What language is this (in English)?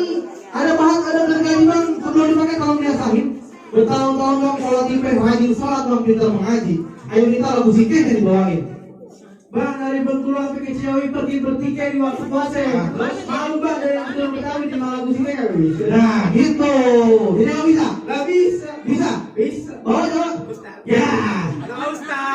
Betawi